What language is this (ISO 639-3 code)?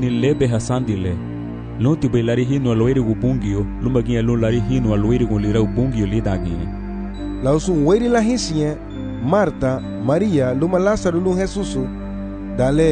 cab